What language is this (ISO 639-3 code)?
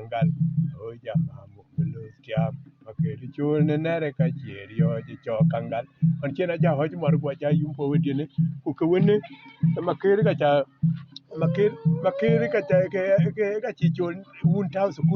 din